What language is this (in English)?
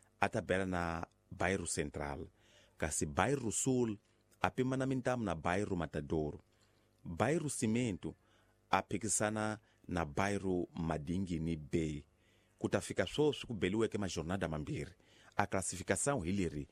Tsonga